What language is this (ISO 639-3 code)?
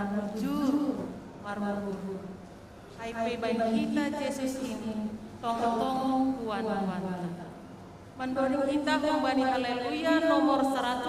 bts